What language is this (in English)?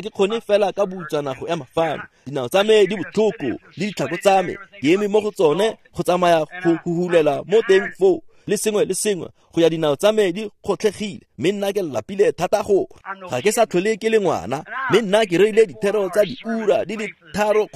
Tswana